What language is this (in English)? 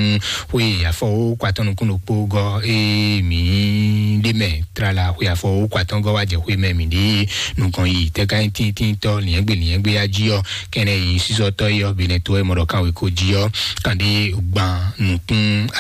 Fon